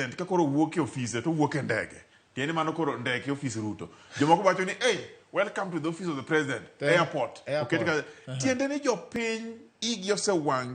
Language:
Luo (Kenya and Tanzania)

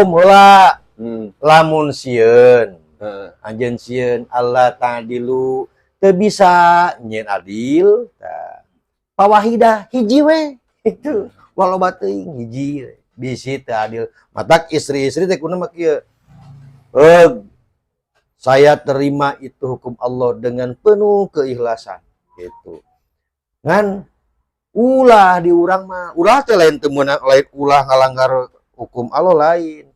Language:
Sundanese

